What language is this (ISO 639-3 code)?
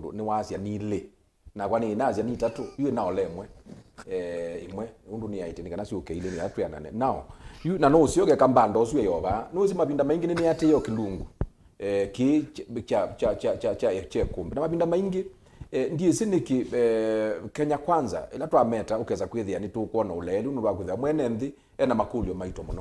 kam